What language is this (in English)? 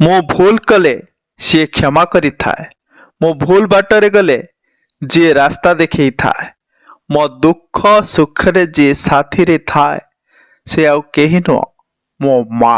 Odia